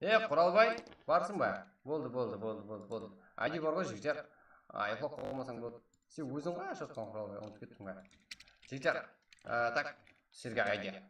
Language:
Kara-Kalpak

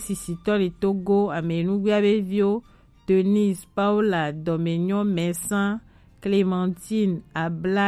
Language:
Gen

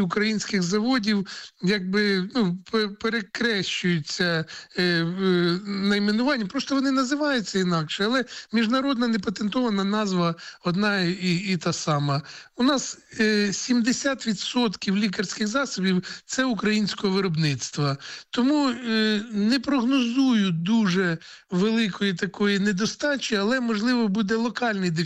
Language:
Ukrainian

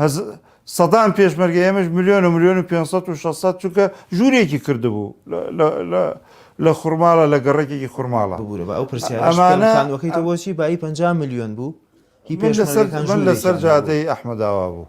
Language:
Central Kurdish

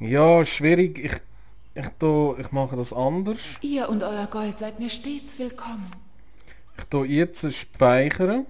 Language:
Swiss German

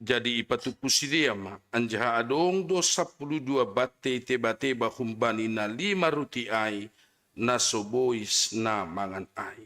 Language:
Batak Simalungun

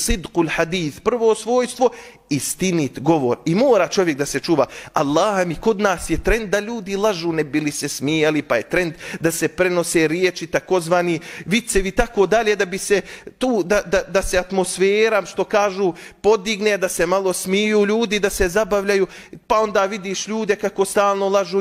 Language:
Bosnian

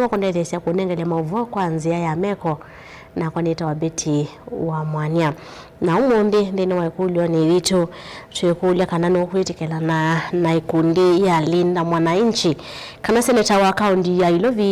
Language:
Kamba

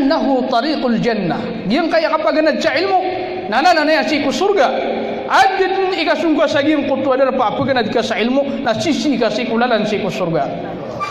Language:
Maranao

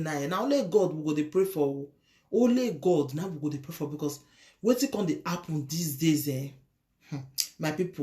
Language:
Nigerian Pidgin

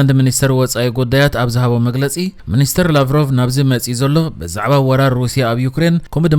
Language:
Tigrinya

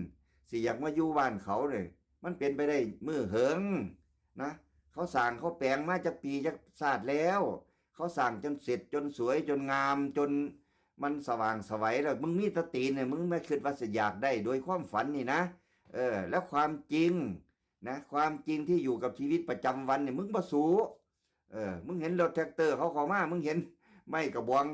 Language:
Northeastern Thai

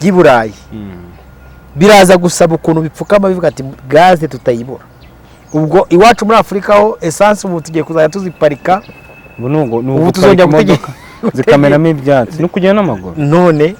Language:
Kinyarwanda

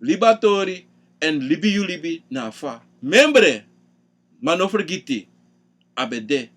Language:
Sranan Tongo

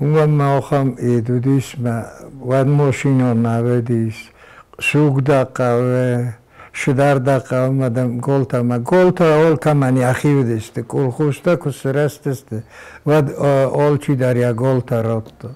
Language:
Ossetic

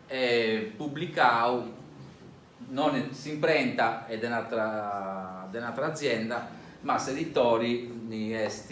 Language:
Sardinian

